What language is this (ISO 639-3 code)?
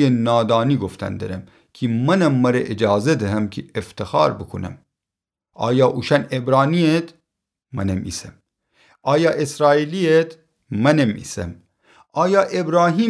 glk